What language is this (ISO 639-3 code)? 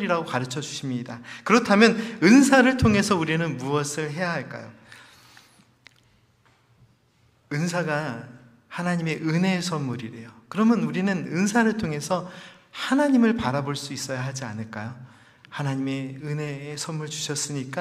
kor